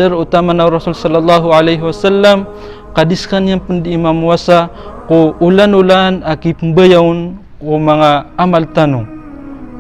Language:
Maranao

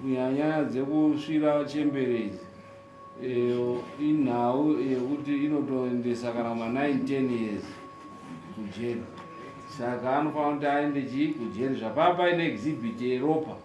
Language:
Shona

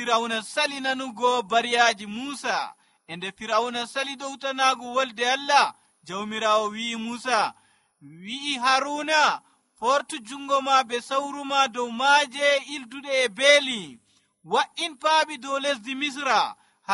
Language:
Nigerian Fulfulde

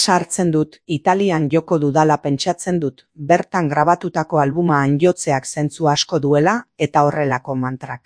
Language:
Basque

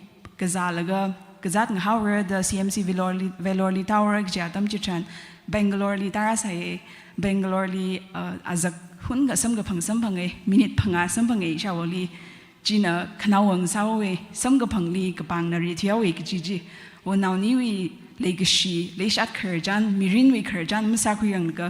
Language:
Tangkhul Naga (India)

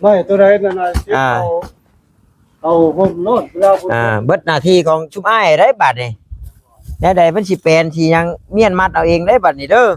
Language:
Northeastern Thai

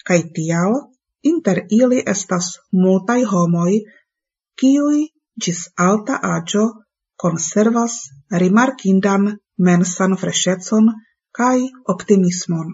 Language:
Esperanto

